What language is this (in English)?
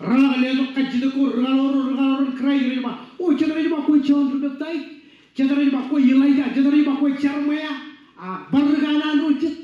Marshallese